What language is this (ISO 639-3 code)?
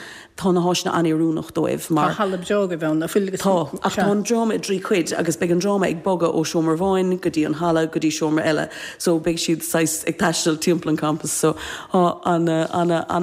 gle